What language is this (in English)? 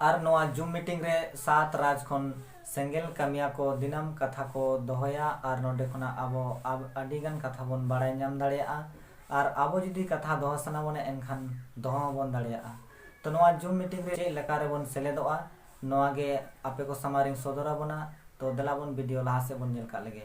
Santali